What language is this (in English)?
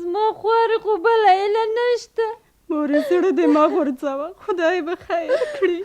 Pashto